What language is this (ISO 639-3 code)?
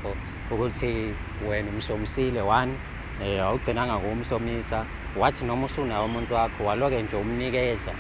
zul